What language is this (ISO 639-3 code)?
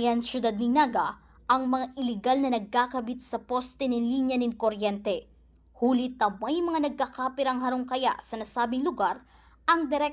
bik